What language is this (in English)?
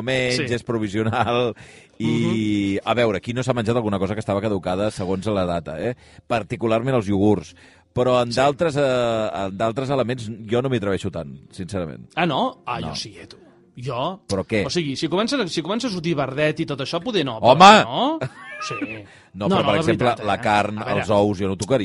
Catalan